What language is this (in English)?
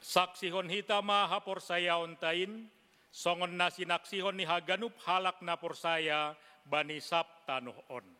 Batak Simalungun